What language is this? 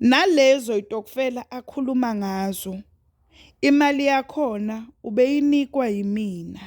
Zulu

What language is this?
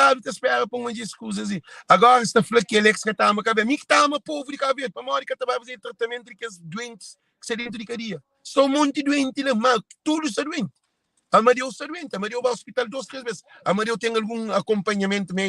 Kabuverdianu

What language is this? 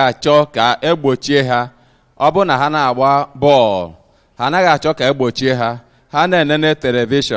Igbo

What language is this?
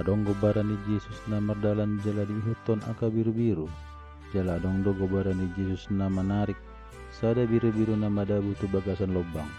Batak Toba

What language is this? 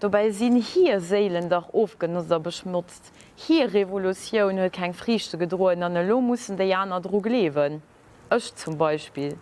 Luxembourgish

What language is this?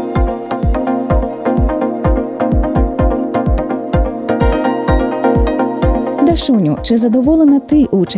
Ukrainian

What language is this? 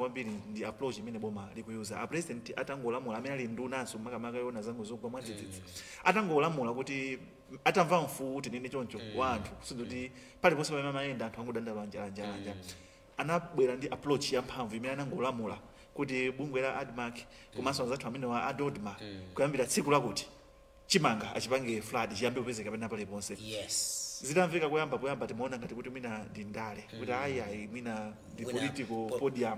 Nyanja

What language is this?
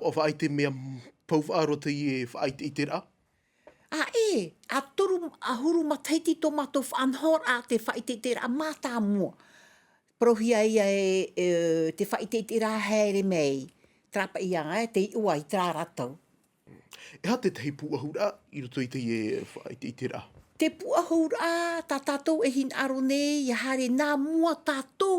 Tahitian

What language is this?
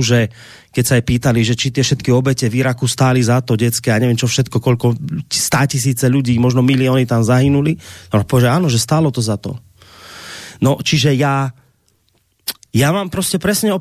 Slovak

